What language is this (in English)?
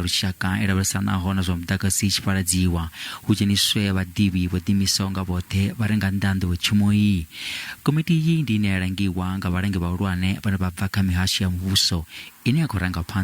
Venda